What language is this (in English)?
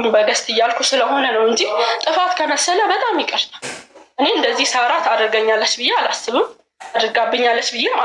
Amharic